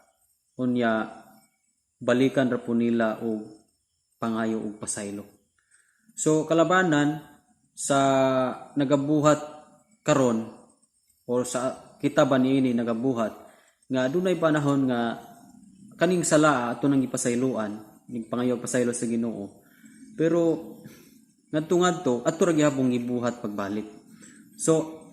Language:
Cebuano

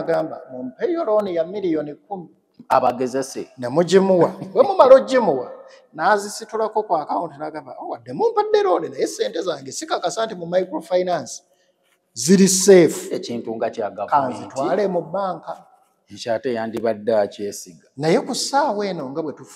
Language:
Ganda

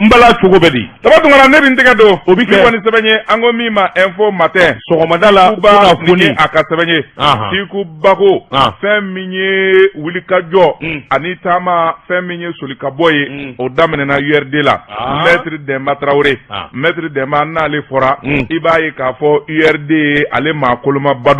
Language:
Bambara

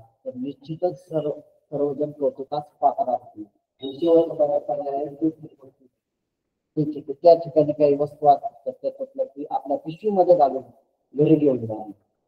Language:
Marathi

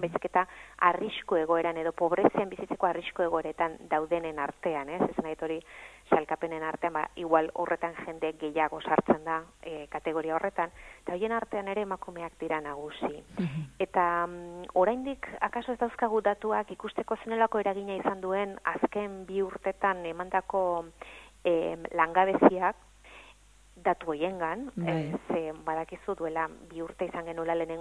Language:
Basque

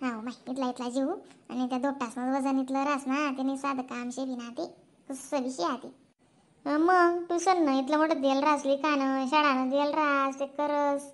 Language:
Khandesi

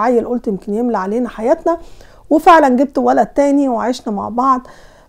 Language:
Egyptian Arabic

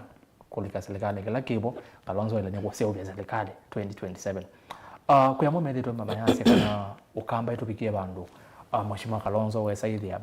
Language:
Kamba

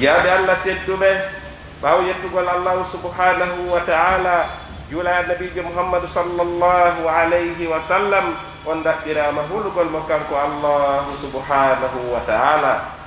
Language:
Fula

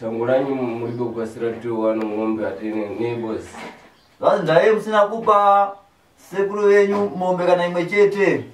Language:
Shona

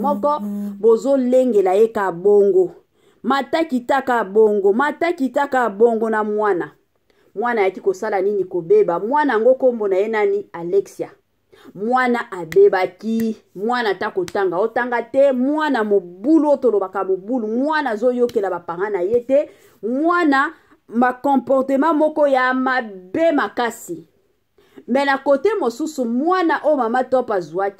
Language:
Lingala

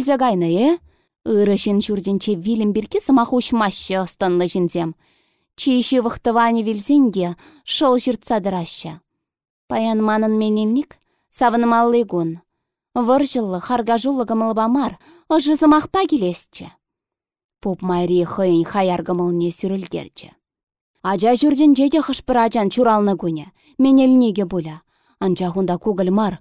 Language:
Chuvash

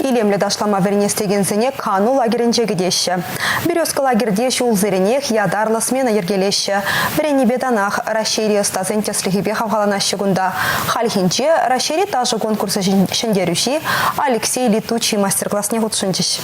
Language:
Chuvash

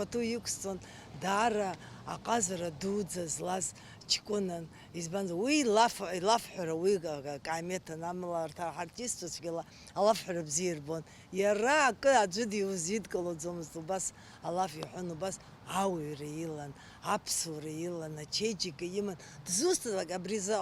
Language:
Abkhazian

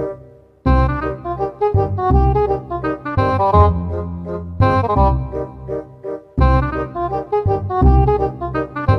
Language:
Dimasa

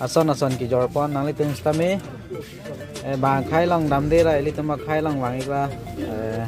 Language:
Karbi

